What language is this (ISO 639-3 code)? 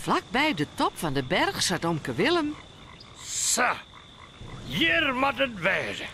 fry